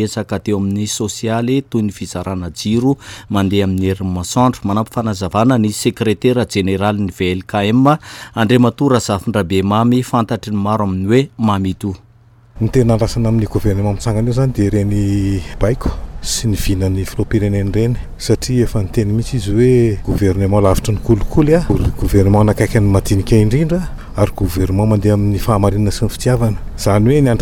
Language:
Malagasy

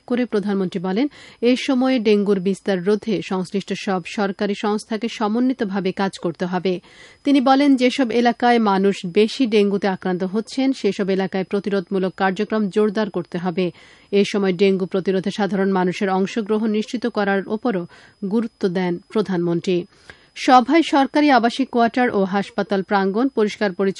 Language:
Bangla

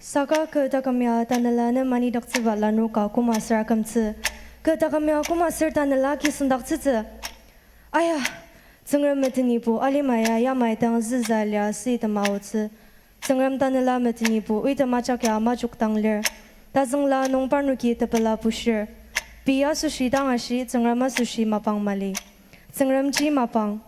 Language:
Ao Naga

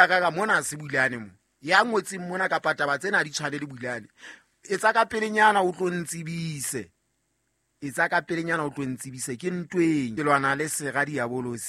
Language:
Southern Sotho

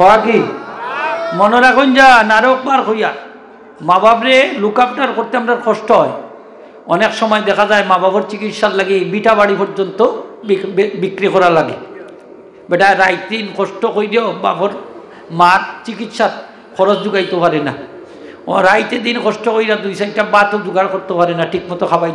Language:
Sylheti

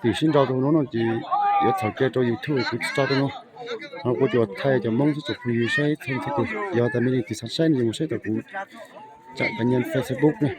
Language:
Hmong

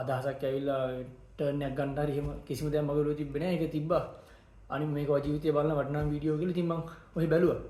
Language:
Sinhala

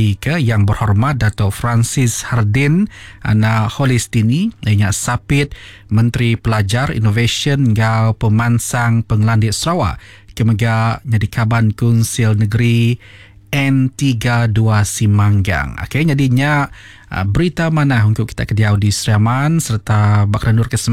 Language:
Iban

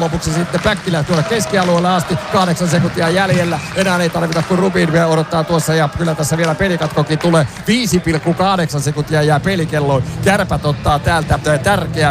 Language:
Finnish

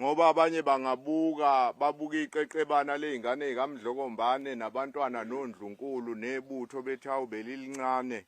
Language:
Zulu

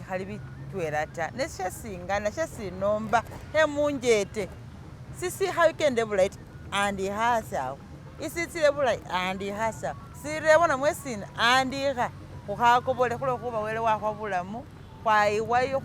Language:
Masaaba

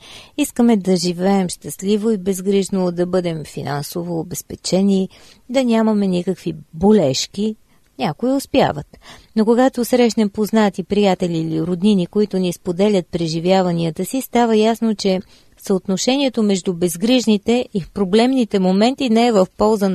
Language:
Bulgarian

